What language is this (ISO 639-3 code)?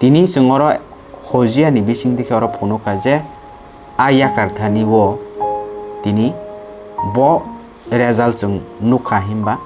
trp